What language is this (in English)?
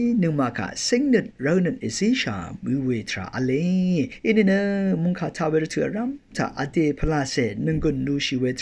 Rawang